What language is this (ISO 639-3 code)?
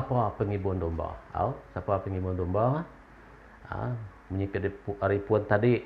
iba